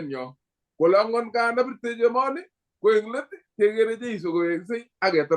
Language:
Kalenjin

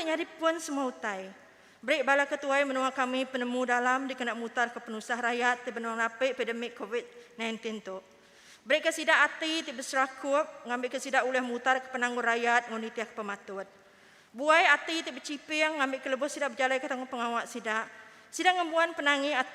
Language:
Iban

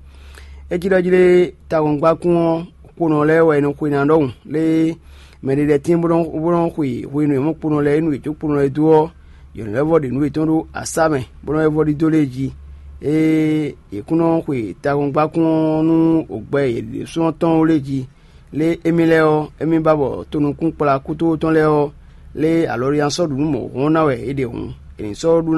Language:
Fon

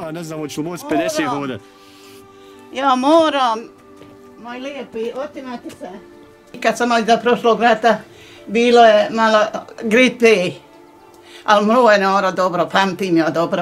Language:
Bosnian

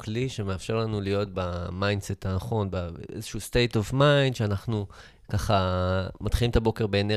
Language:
Hebrew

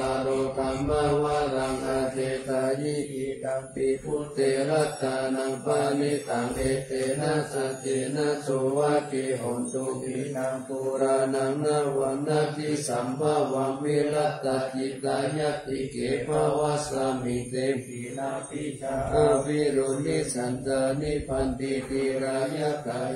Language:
Pali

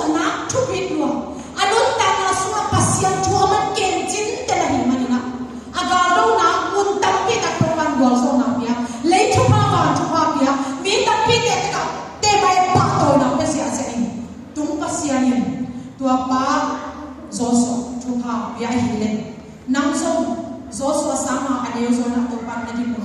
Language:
Tedim Chin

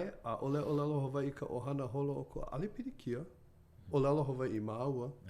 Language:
Hawaiian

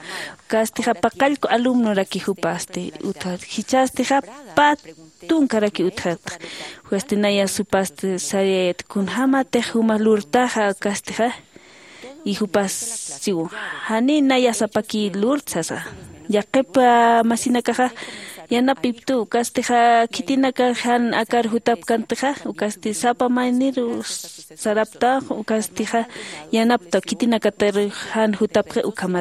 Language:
Aymara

